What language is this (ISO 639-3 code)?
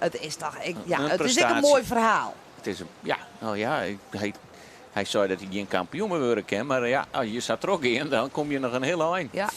fry